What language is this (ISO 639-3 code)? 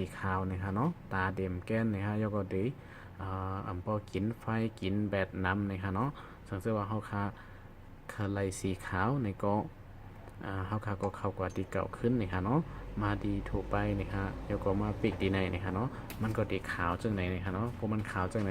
shn